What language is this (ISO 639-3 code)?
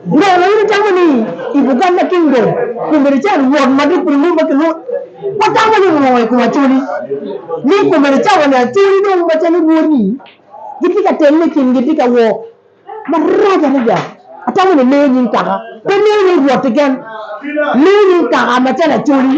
ach